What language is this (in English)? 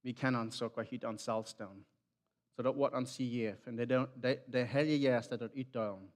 Plautdietsch